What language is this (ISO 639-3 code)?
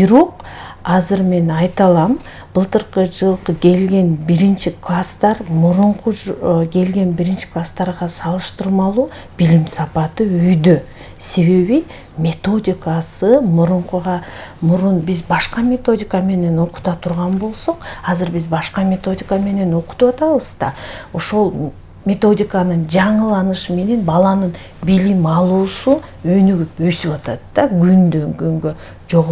kir